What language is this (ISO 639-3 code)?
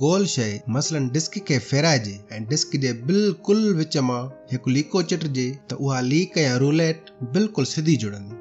snd